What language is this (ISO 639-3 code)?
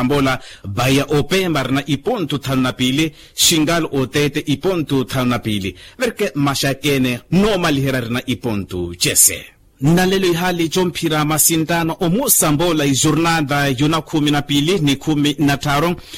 vmw